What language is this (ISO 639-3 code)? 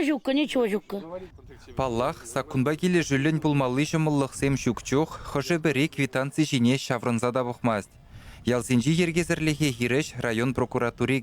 chv